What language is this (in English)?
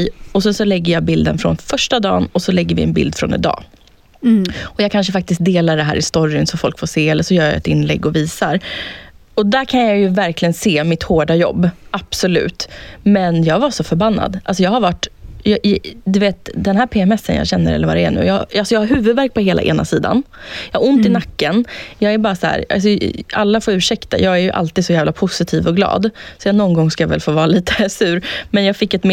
Swedish